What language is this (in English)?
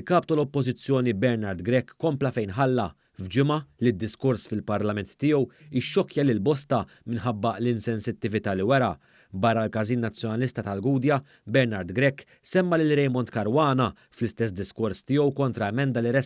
Maltese